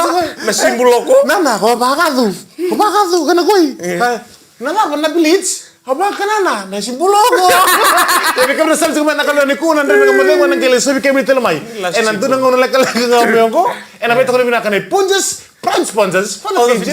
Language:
Fijian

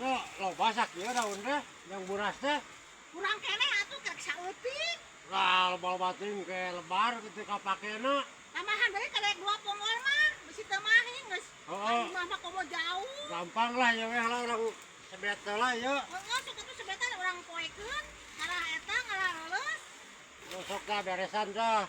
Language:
Sundanese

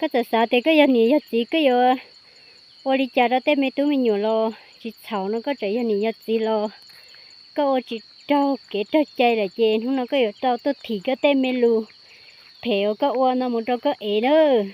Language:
Hmong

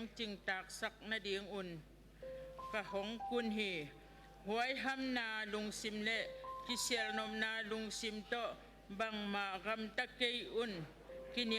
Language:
Tedim Chin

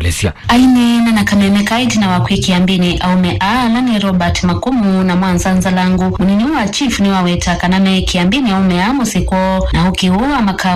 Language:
Kamba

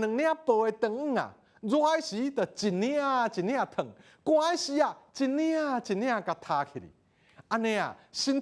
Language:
Min Nan Chinese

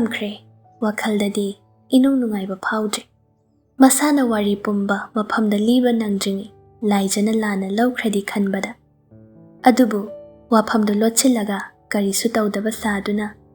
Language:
Manipuri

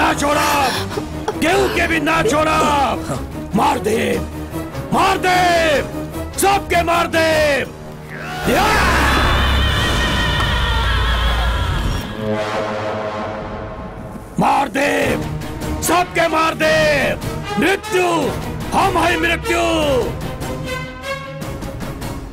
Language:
Bhojpuri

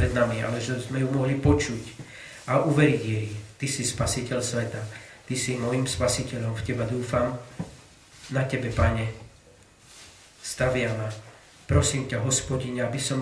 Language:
Slovak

